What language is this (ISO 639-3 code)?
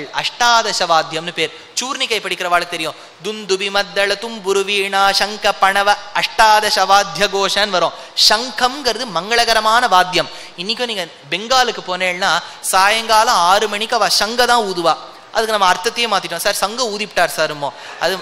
tam